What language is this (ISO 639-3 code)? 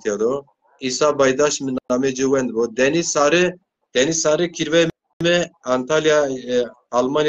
zza